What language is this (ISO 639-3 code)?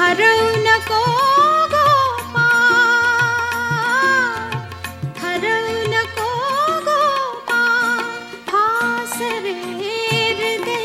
mar